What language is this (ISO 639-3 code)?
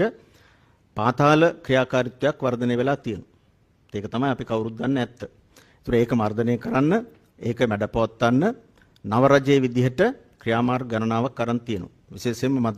sin